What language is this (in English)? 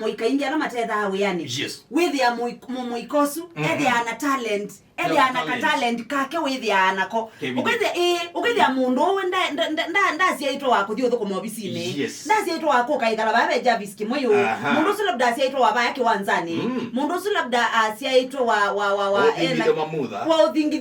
Kamba